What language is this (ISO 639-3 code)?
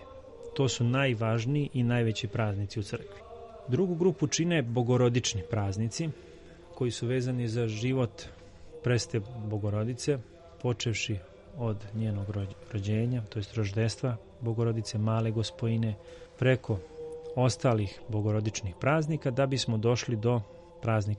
srp